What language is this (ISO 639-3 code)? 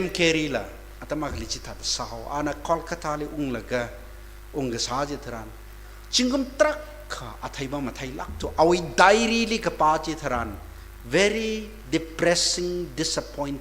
nmf